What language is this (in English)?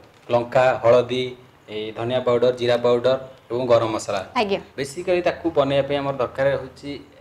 Odia